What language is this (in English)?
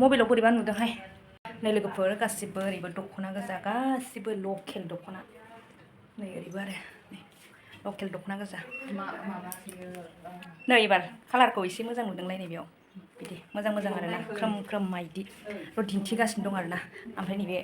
Bodo